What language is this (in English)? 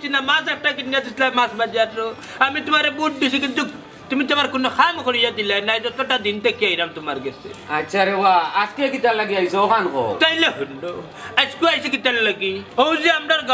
Sylheti